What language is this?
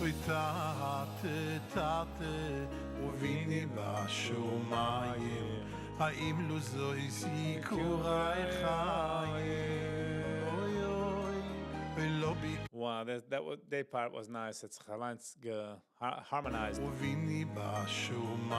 Yiddish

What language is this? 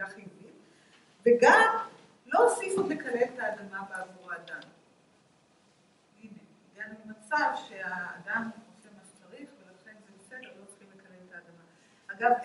Hebrew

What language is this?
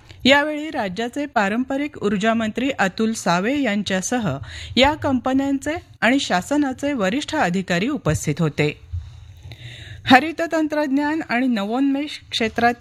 Marathi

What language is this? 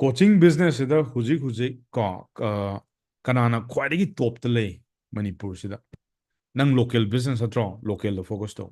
Manipuri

